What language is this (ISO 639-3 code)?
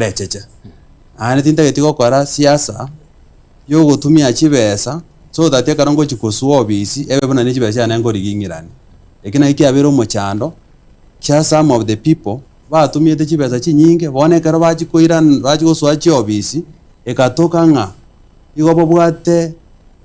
guz